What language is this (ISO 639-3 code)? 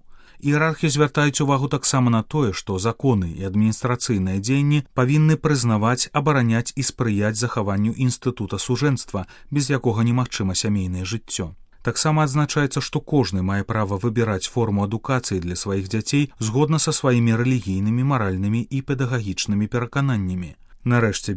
bel